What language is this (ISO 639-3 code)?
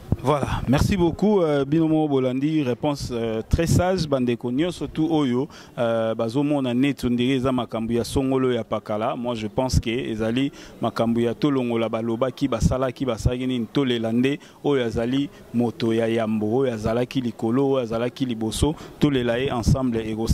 lin